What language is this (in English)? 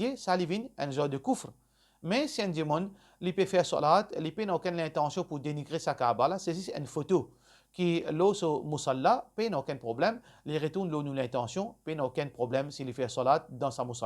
Morisyen